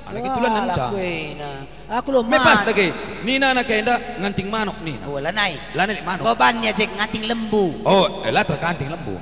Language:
Batak Karo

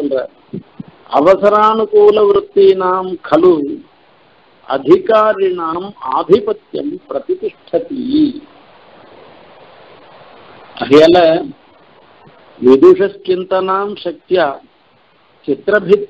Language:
Tamil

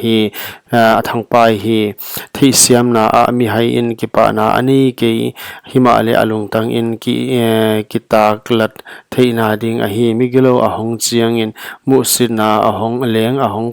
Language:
Paite Chin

